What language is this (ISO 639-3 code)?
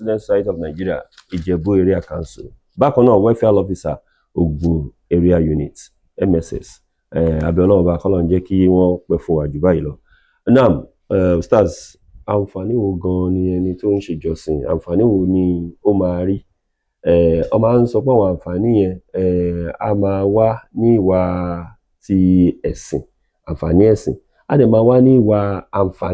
yor